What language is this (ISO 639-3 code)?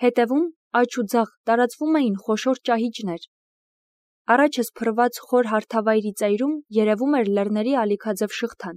hye